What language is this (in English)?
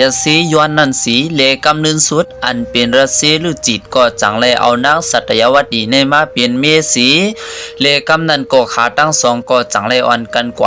Shan